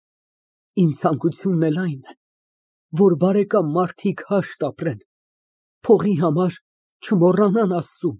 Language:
Armenian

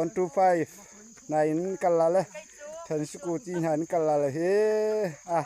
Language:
Falam Chin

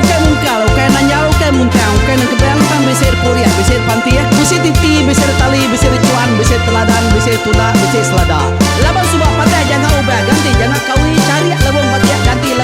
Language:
Iban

